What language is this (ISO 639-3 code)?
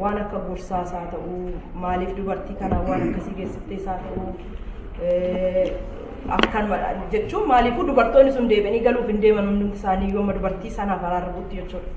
orm